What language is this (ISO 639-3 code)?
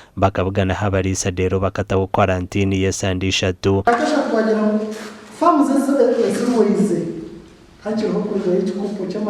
nyn